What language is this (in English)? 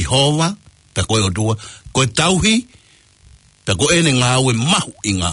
Tongan